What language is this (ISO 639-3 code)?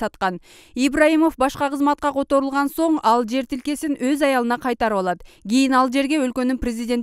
kir